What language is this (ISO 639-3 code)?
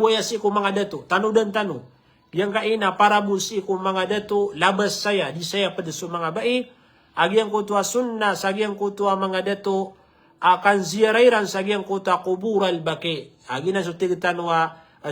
mrw